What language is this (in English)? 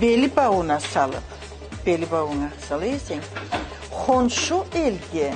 Karachay-Balkar